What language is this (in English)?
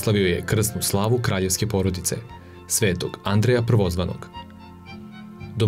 Serbian